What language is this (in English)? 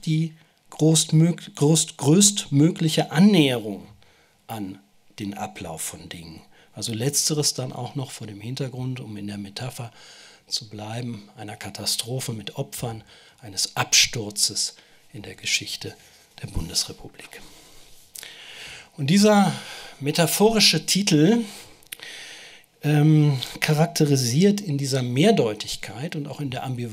German